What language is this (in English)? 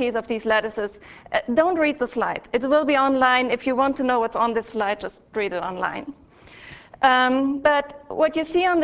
English